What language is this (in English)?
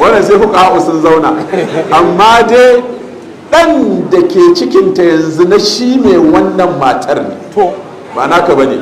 Hausa